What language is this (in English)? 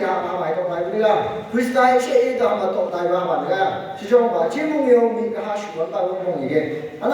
Phom Naga